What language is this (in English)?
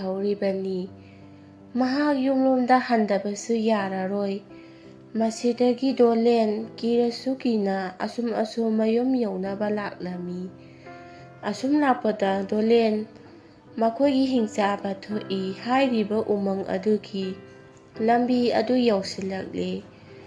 Manipuri